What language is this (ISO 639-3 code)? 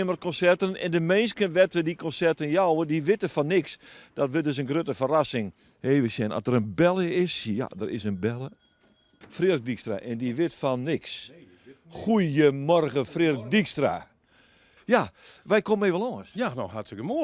fry